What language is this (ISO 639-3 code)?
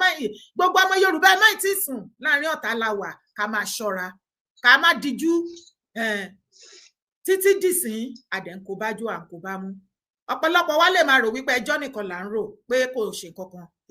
yor